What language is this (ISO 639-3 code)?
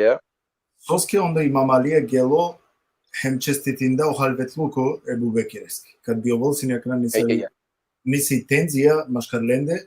rmn